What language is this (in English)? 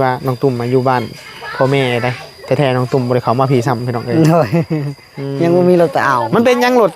Northeastern Thai